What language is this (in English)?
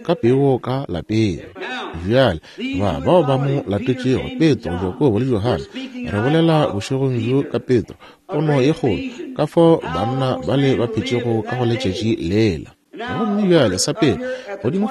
Northern Sotho